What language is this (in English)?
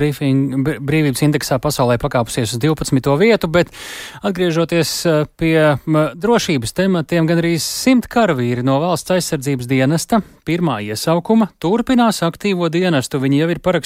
Latvian